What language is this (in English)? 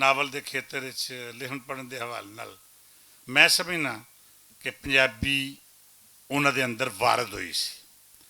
Western Panjabi